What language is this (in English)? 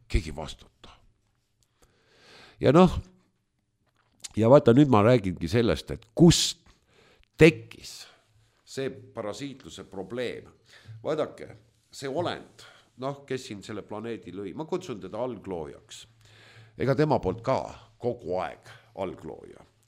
Estonian